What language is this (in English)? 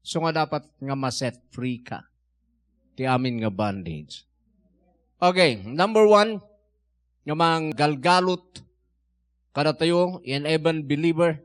Iloko